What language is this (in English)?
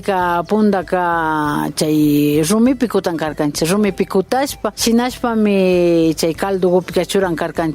Imbabura Highland Quichua